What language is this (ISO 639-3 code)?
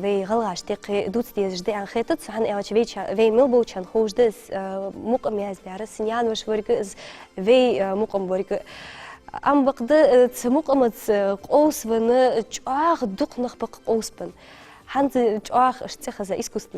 inh